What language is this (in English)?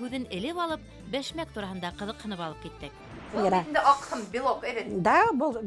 Bashkir